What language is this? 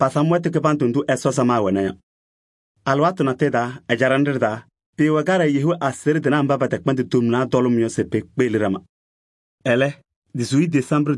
Kabiyè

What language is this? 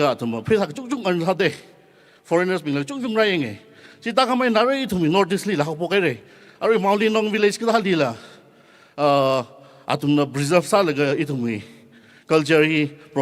Tangkhul Naga (India)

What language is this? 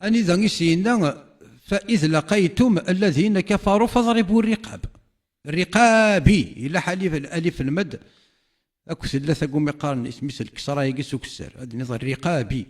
Kabyle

